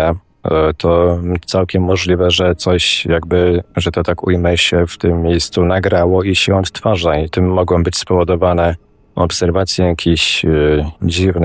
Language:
Polish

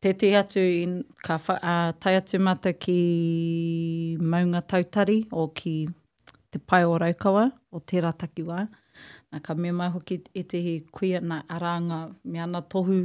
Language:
Māori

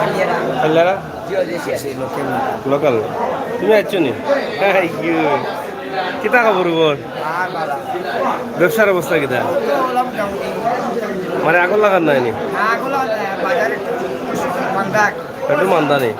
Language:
Sylheti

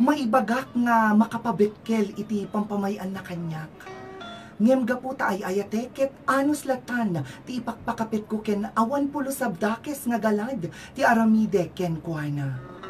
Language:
Iloko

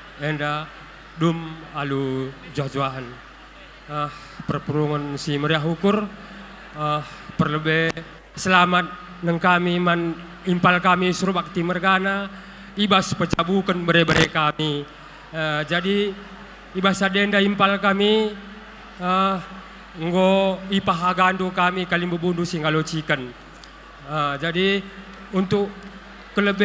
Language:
Batak Karo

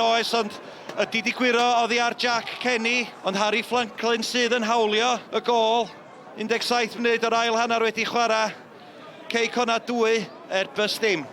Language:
Welsh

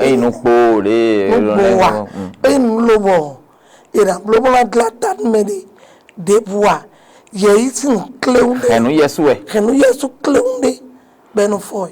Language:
Fon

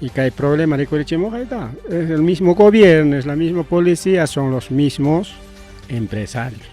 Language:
Ayacucho Quechua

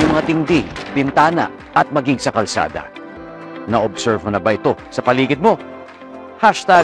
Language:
Filipino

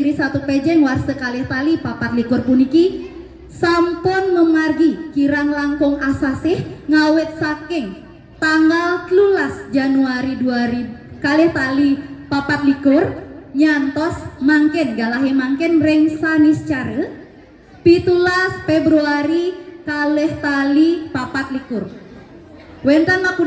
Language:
Balinese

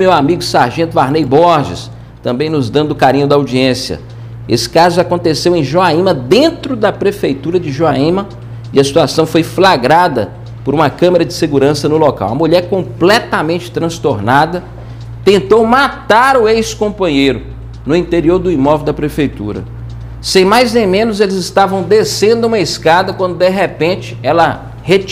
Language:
Portuguese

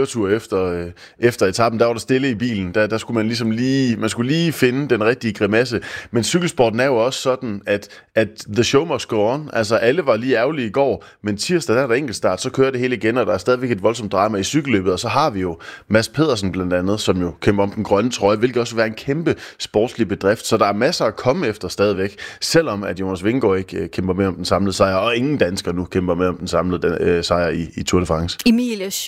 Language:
Danish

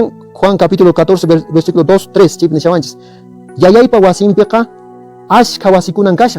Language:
Quechua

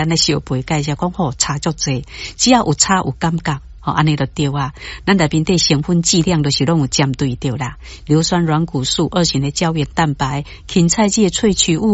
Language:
Min Nan Chinese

